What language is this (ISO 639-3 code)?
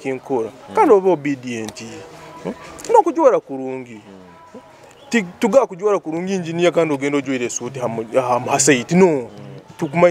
nyo